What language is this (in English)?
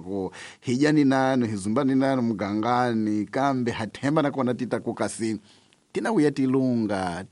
Tsonga